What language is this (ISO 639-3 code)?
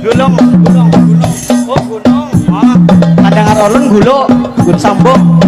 bjn